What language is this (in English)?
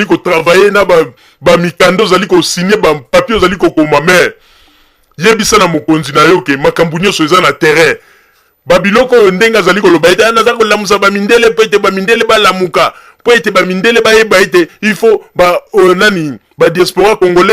Lingala